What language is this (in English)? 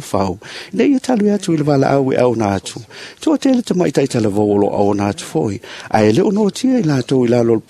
Samoan